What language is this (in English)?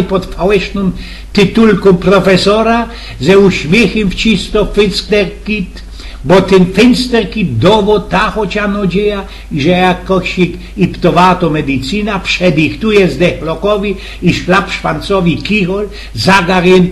Silesian